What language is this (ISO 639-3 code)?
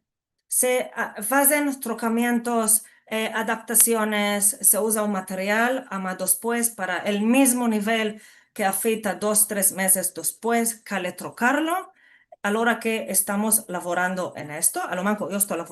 lad